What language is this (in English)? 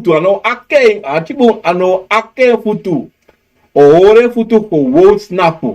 Sranan Tongo